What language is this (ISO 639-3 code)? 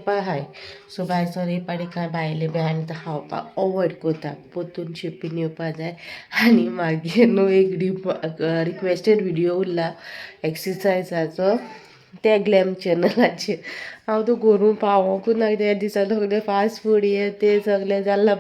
kok